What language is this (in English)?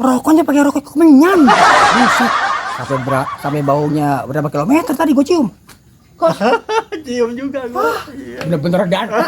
Betawi